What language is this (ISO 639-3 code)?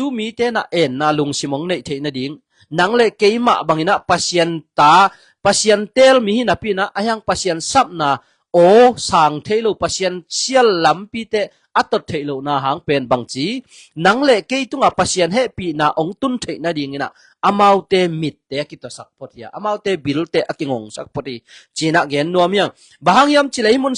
ctd